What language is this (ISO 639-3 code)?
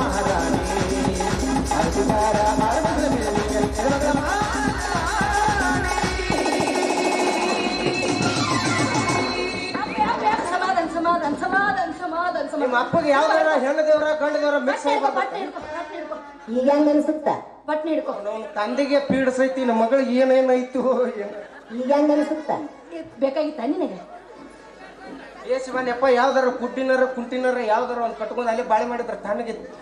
kan